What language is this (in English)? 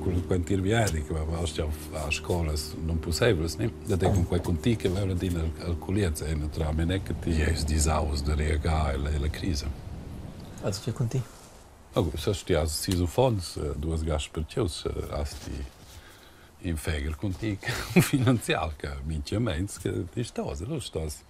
Romansh